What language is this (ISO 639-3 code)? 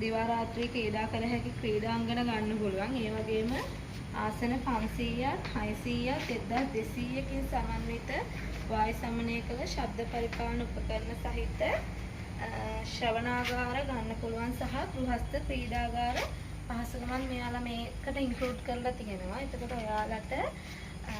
sin